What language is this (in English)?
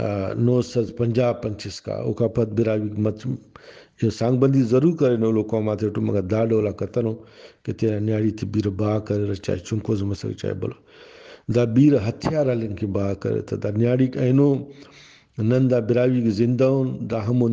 Brahui